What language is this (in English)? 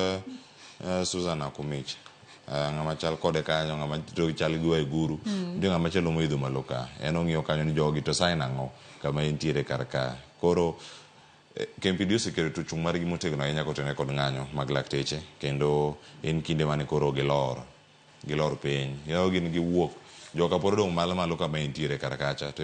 Luo (Kenya and Tanzania)